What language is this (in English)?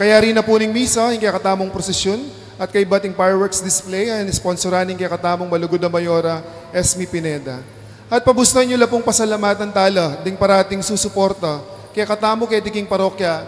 Pampanga